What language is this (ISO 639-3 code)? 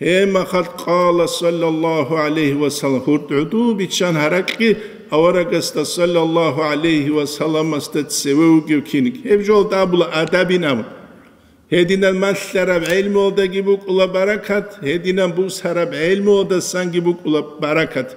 ava